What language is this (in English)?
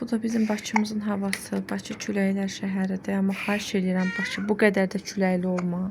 Azerbaijani